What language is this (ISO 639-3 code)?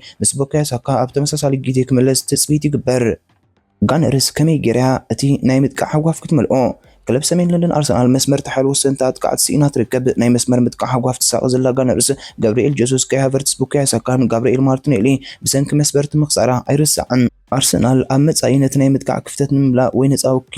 tir